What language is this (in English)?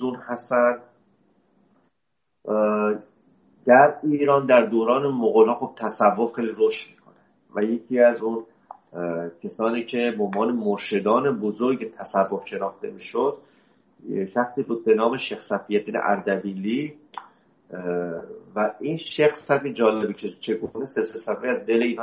Persian